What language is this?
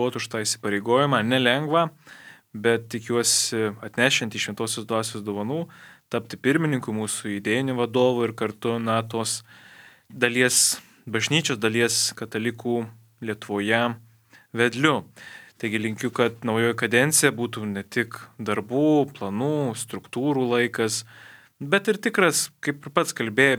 Lithuanian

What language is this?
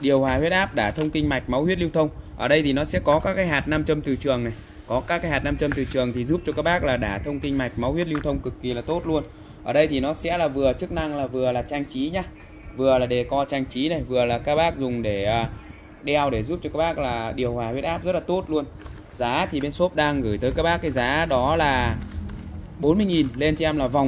Vietnamese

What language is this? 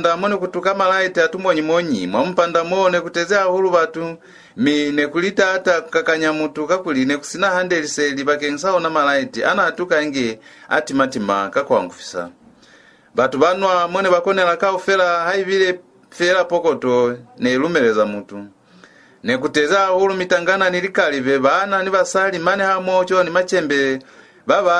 Lozi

